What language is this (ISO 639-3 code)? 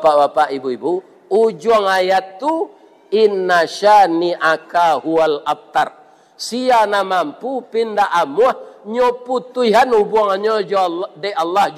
min